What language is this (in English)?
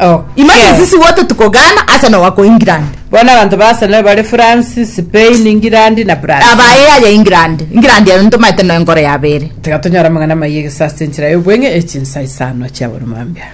Gusii